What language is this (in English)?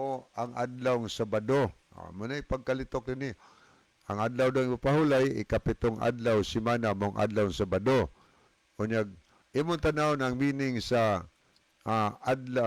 Cebuano